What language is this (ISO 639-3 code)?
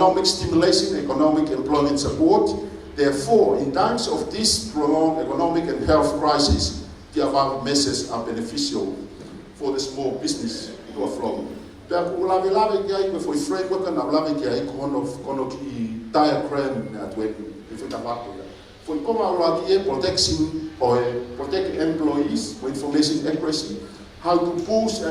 ton